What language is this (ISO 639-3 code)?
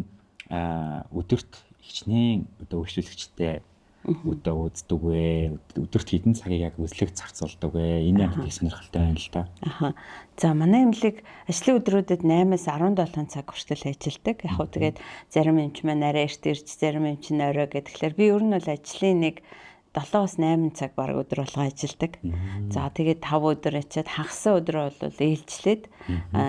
mon